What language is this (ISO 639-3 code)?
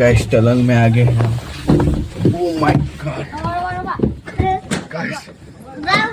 nag